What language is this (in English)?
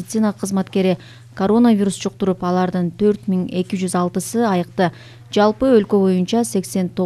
Kyrgyz